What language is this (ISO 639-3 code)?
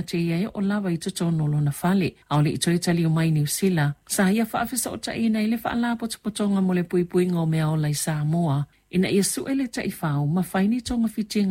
smo